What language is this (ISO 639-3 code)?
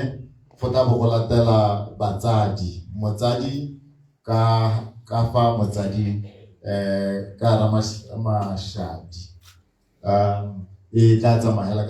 tsn